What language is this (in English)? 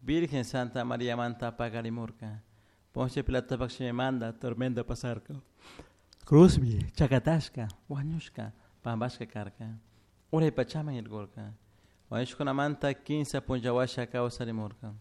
Chimborazo Highland Quichua